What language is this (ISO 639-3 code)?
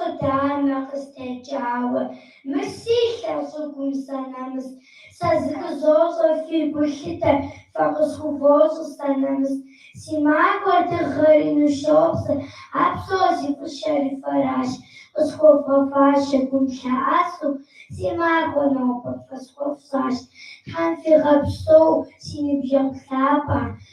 kbd